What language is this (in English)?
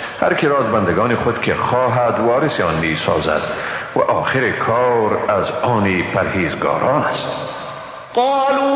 Persian